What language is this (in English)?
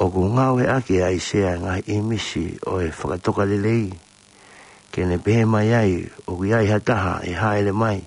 Tongan